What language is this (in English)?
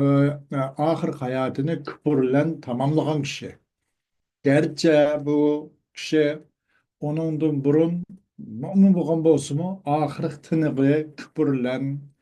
Uyghur